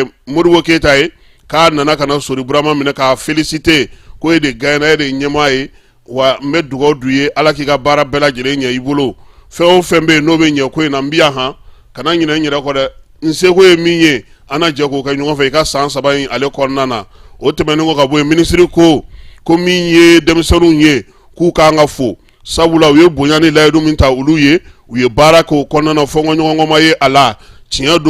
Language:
Bambara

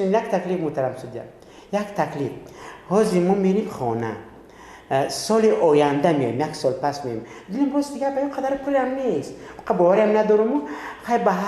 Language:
Tajik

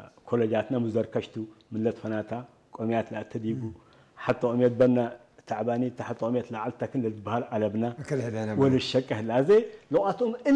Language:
Tigre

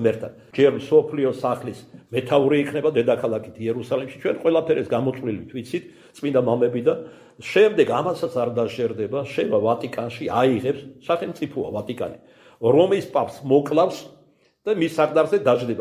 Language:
Georgian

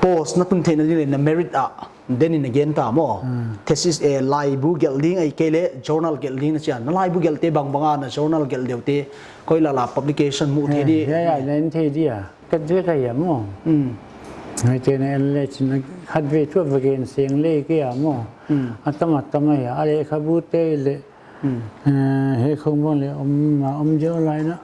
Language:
Paite Chin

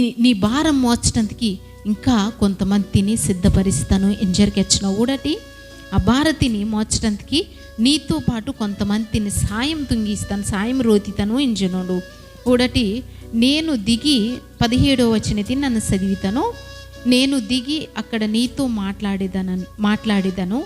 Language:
Koya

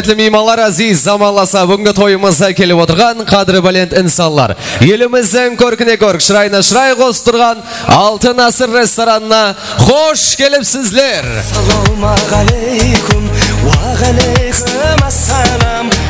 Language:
Kara-Kalpak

